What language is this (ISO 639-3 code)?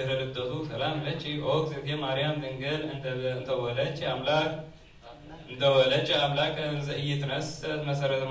gez